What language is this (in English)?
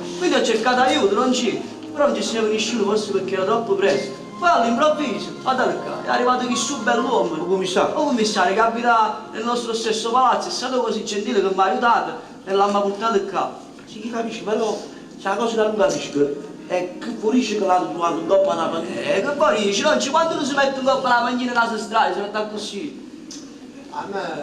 Neapolitan